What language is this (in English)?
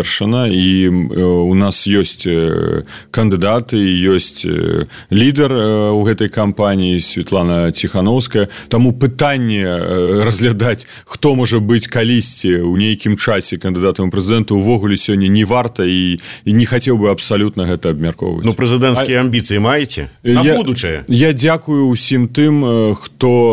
Belarusian